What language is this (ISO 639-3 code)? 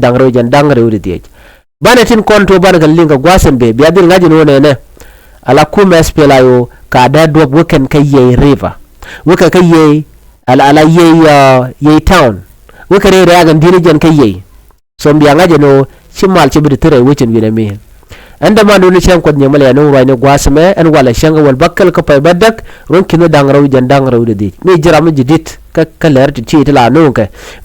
nus